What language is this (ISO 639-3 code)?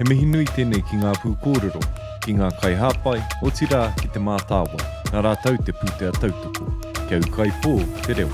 mri